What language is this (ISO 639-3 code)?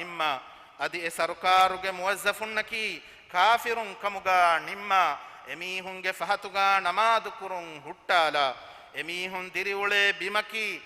div